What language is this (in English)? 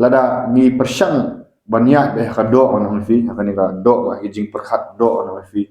Khasi